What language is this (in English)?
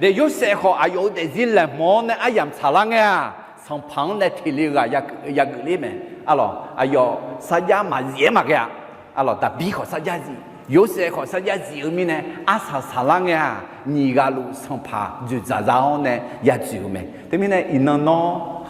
Akha